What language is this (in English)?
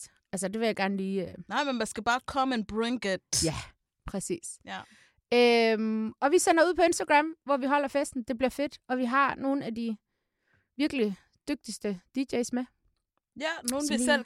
Danish